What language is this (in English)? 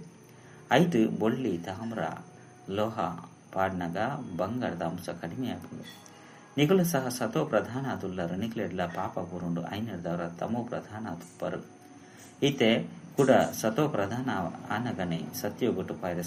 Tulu